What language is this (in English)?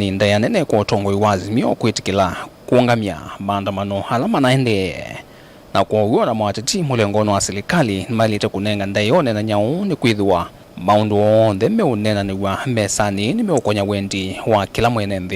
Kamba